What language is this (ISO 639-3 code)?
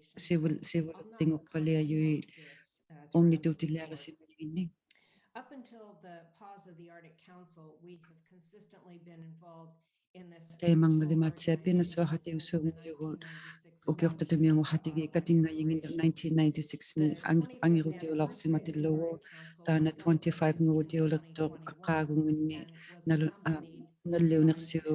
iku